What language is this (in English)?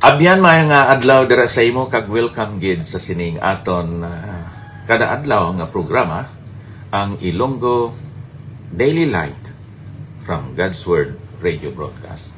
Hiligaynon